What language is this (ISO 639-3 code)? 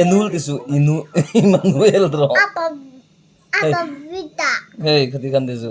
lus